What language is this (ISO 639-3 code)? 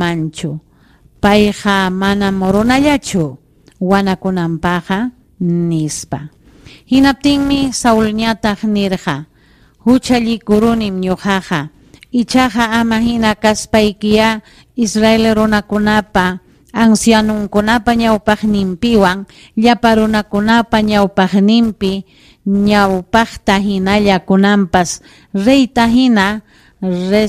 quy